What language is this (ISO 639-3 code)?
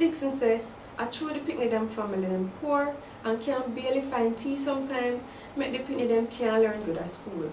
jam